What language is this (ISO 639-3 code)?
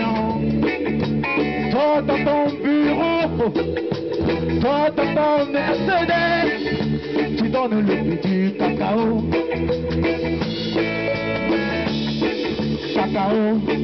fra